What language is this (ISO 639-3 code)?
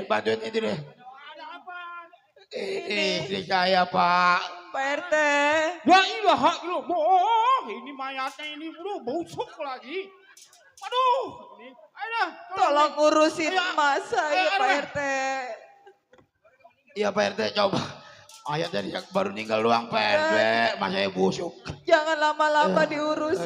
bew